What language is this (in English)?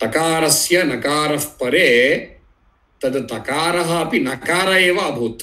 Sanskrit